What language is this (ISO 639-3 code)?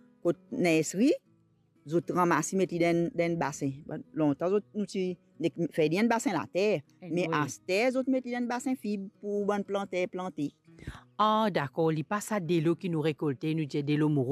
mfe